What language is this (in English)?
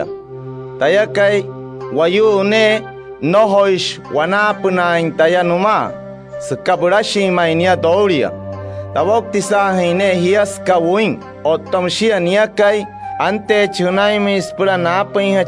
Wayuu